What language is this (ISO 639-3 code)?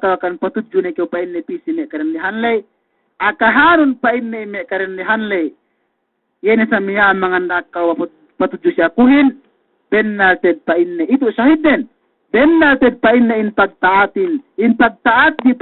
yka